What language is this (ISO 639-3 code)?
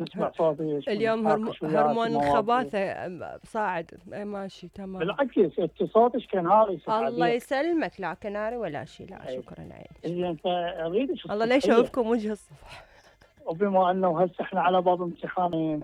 acm